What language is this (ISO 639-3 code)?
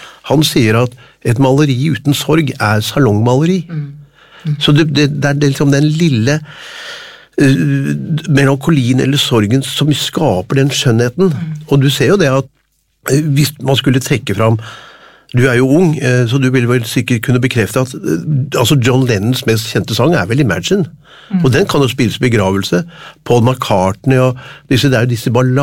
nor